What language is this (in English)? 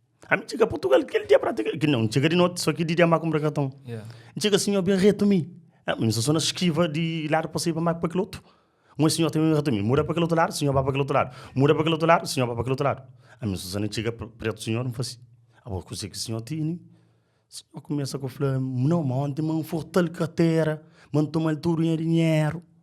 Kabuverdianu